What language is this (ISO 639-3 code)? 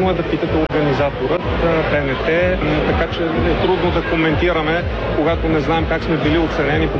bul